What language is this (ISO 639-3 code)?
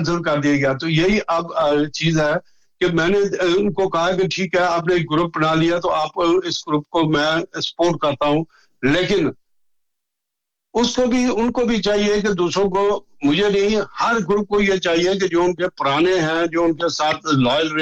urd